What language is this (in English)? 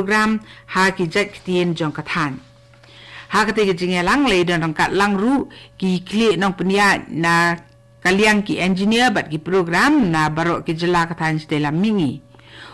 Khasi